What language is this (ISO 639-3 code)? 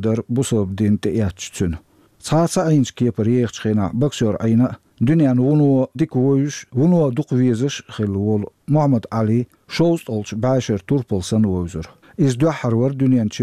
che